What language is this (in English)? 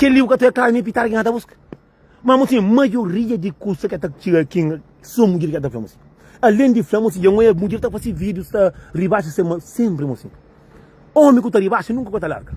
Kabuverdianu